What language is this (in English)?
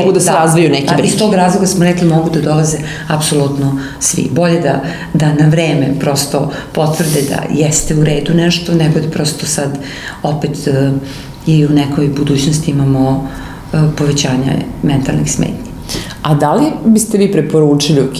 Serbian